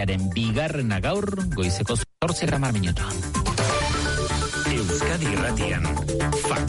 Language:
Basque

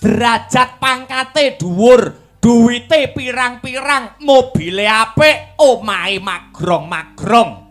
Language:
Javanese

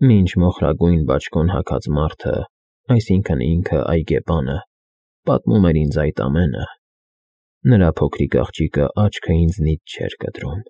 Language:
Armenian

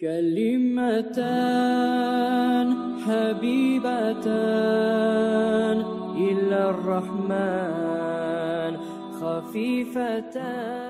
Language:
Kumyk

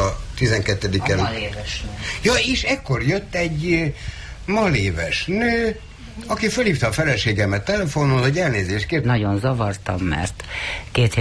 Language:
Hungarian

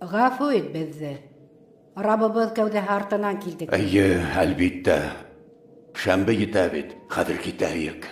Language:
Bashkir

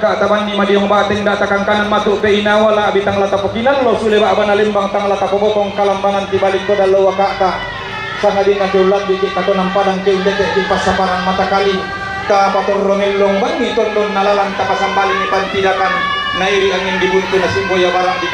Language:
Toraja-Sa'dan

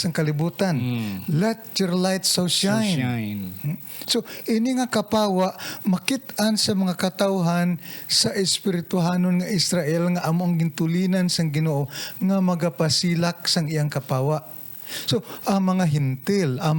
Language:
Hiligaynon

